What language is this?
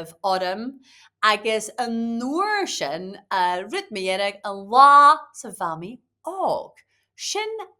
Scottish Gaelic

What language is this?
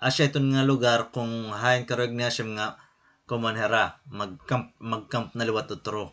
Waray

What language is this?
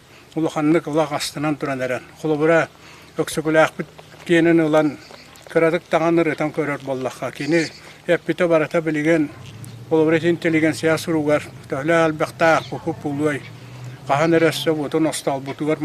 Yakut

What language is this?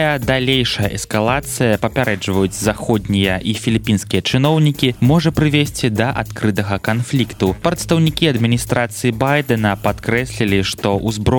Belarusian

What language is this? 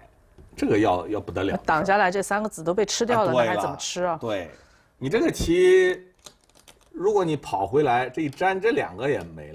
Chinese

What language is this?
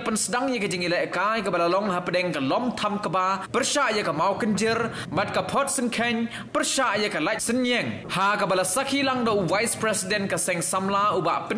Khasi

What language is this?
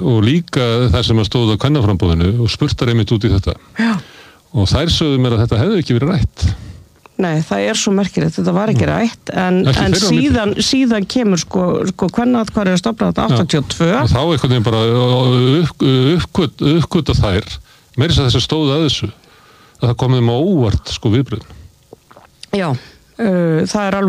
Icelandic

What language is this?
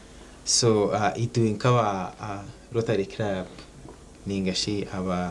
Nyankole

